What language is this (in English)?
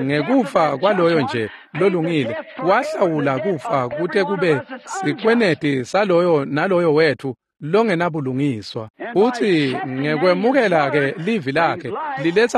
Swati